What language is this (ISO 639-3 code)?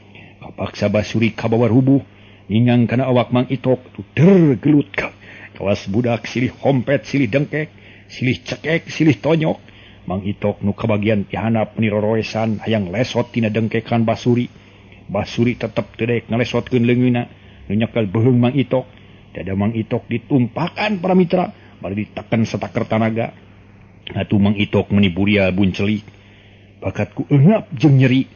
sun